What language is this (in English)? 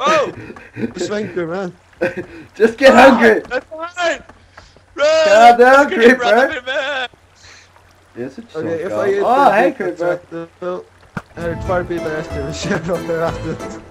Faroese